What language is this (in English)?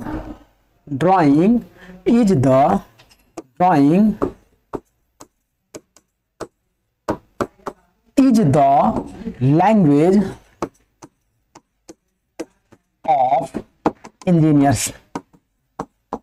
Hindi